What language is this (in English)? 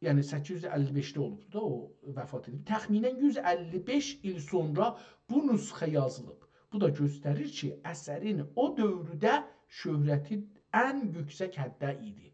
South Azerbaijani